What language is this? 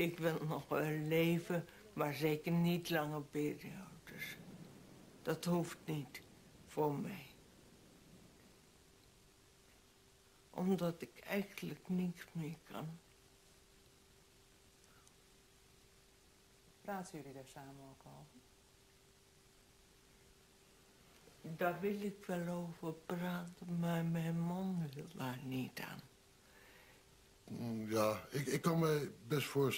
Dutch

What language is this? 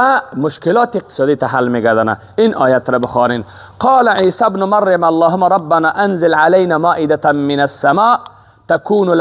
Persian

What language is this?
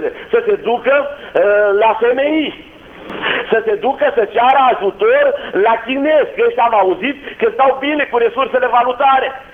Romanian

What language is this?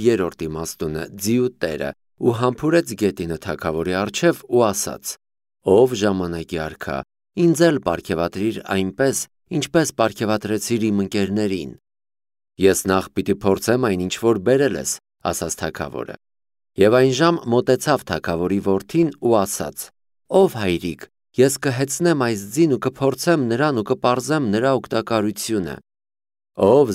Armenian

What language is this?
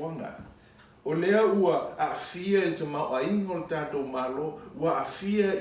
Samoan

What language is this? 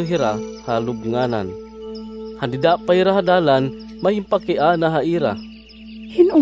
Waray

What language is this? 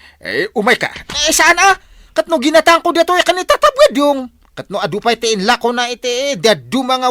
Iloko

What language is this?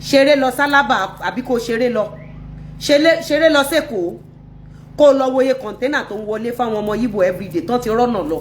Yoruba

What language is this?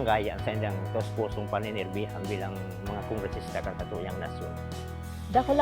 Bikol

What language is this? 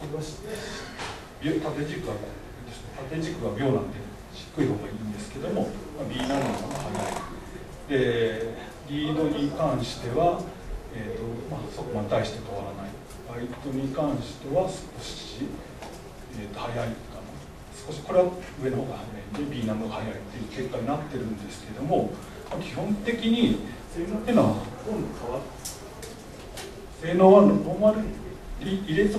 Japanese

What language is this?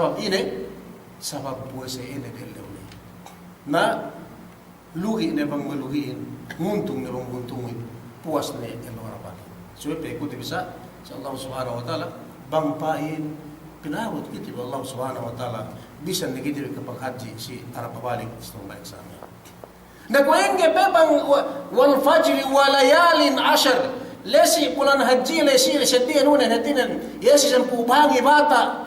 Yakan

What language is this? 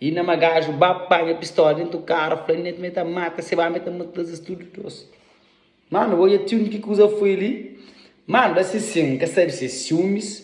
Kabuverdianu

